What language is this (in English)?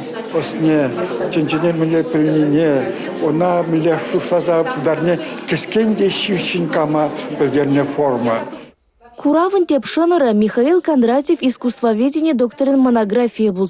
Chuvash